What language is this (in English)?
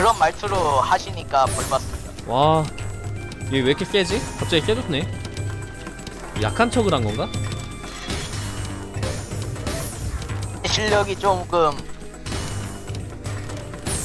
Korean